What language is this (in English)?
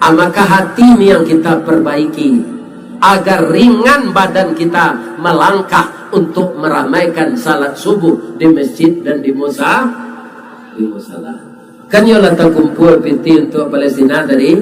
Minangkabau